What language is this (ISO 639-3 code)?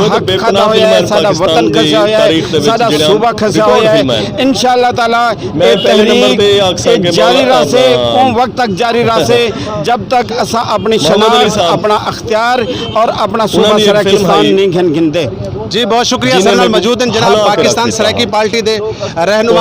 skr